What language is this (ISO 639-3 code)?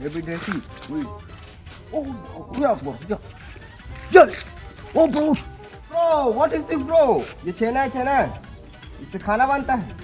hne